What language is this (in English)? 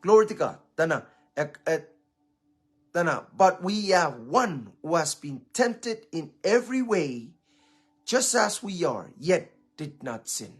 Pohnpeian